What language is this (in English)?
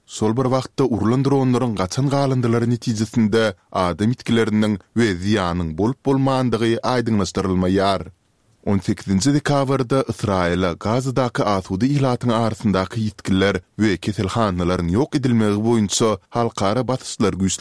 Turkmen